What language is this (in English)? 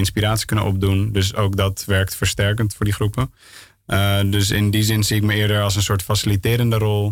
Dutch